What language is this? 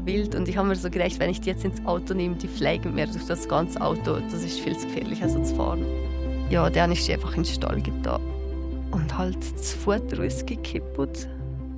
Swiss German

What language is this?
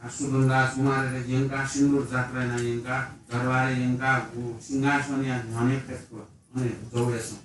Newari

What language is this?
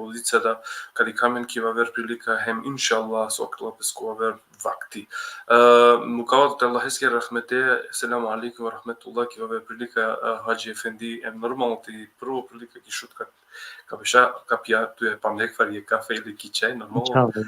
Balkan Romani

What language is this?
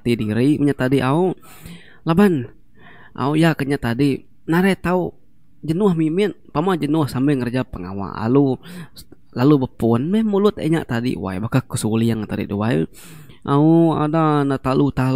Iban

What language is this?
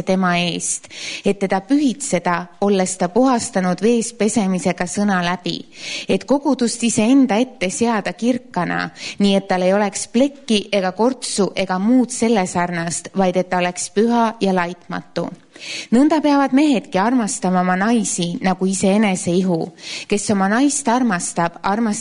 Estonian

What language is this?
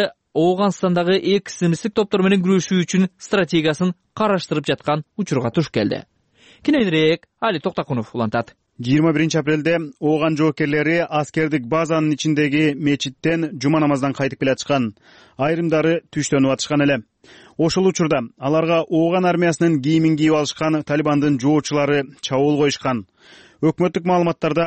Kyrgyz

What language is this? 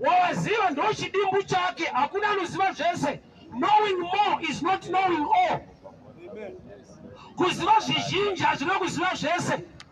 Shona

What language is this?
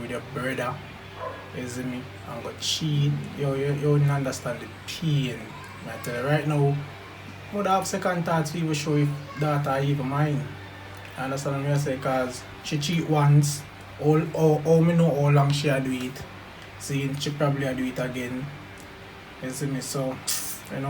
Jamaican Creole English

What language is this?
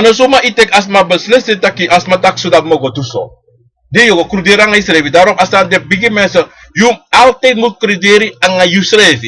Sranan Tongo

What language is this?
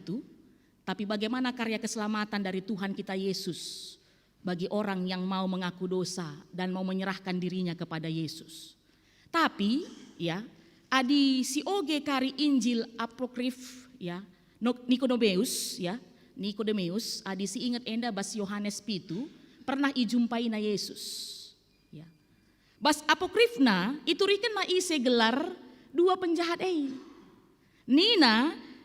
Batak Karo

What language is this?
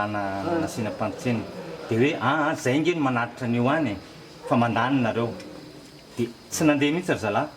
Malagasy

